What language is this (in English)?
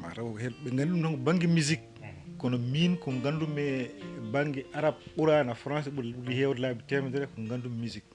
Fula